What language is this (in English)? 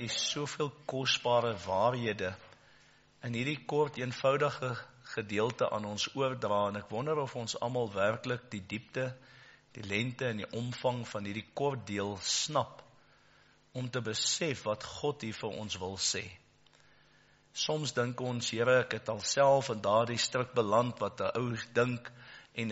Afrikaans